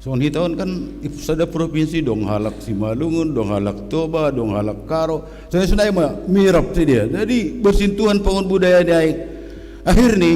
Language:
Batak Simalungun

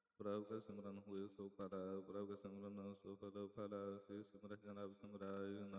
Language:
Punjabi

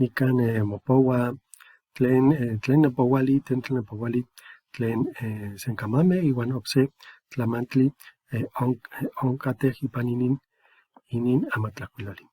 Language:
Eastern Huasteca Nahuatl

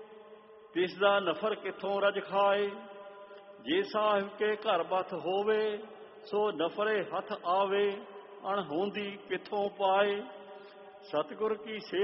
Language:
Punjabi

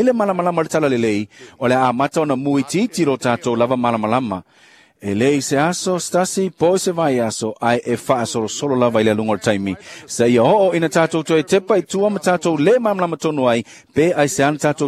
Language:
Samoan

